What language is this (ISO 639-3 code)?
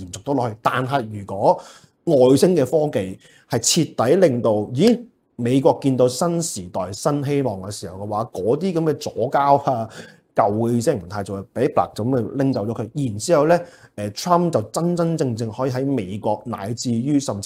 yue